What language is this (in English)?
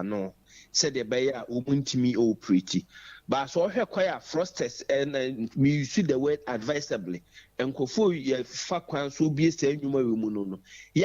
Akan